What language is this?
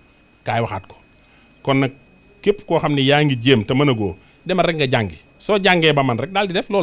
Wolof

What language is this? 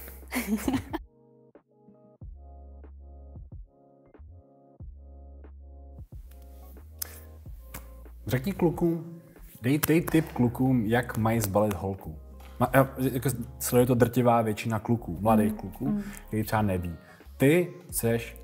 Czech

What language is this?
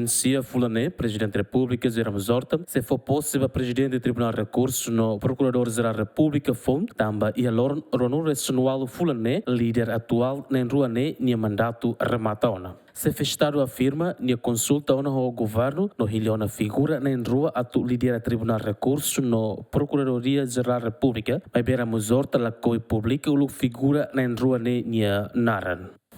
Tetum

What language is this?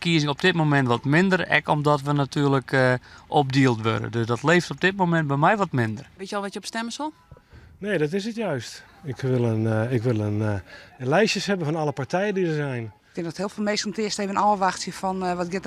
Western Frisian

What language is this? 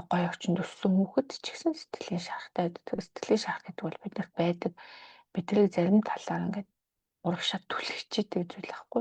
Mongolian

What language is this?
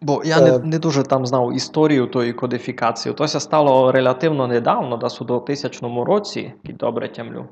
Rusyn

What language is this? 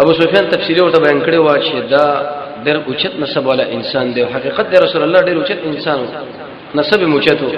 Pashto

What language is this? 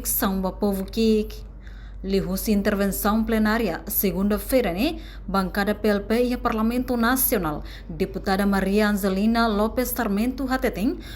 Tetum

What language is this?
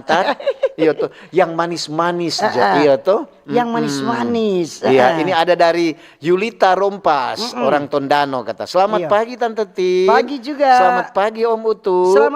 Manado Malay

